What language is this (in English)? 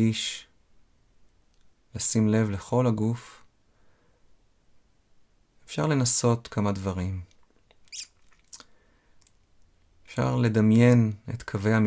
Hebrew